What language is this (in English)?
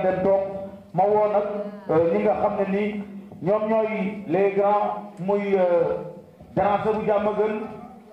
Wolof